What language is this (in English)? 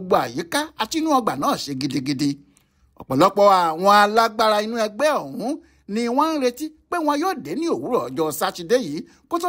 Yoruba